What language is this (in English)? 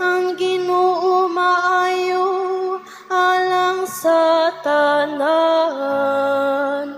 Cebuano